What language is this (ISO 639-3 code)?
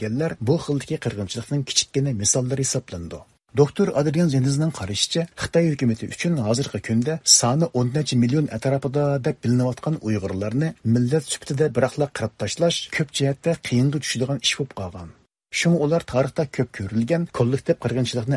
uig